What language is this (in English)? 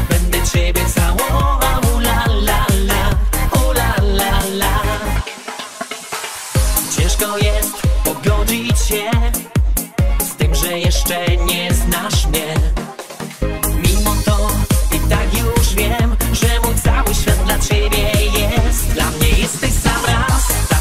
Polish